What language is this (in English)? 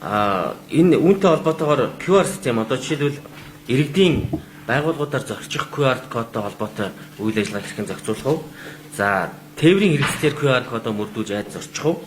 Mongolian